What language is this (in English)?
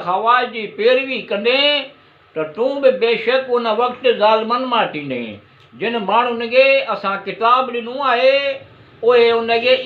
Sindhi